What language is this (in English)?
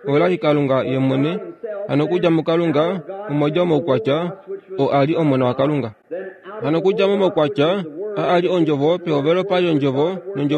Kuanyama